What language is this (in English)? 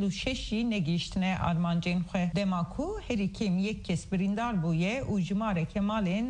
Kurdish